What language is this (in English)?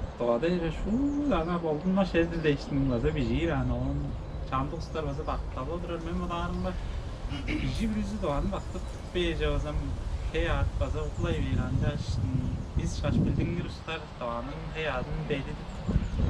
Tuvinian